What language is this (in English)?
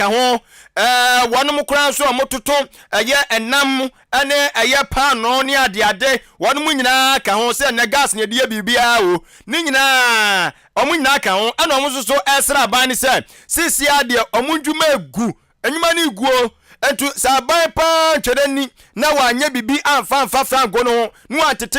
Akan